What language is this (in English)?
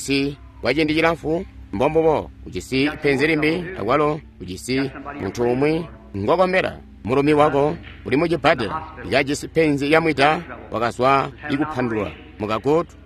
Tonga (Zambia)